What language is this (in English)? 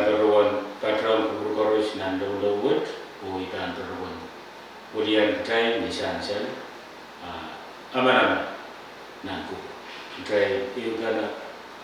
Pohnpeian